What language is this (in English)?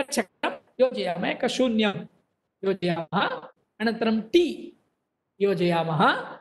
Sanskrit